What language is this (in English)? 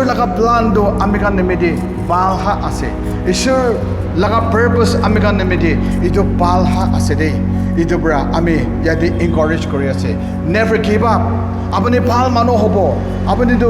Naga Pidgin